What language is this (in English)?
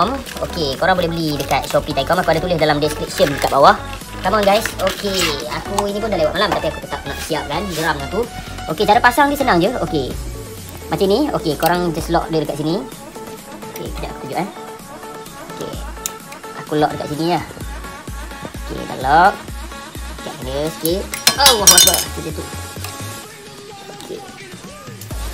Malay